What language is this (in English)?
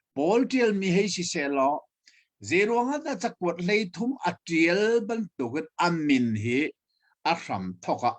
Hakha Chin